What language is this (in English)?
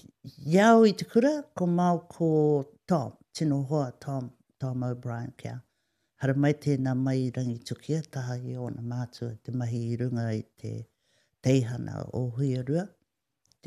Māori